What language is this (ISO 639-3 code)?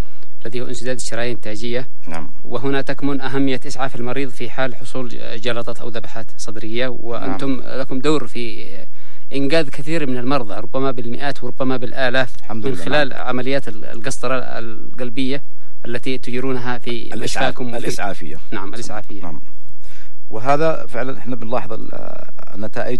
ara